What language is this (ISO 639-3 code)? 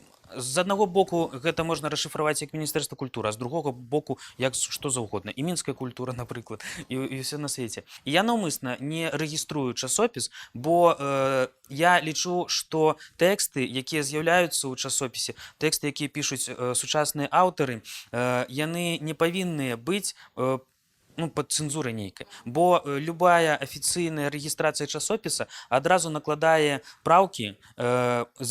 bel